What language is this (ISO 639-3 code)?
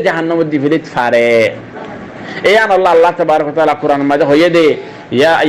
rhg